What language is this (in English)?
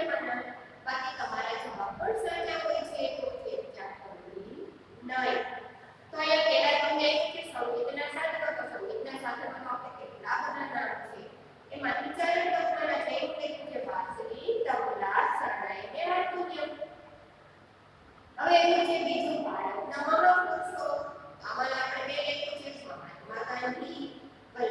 Gujarati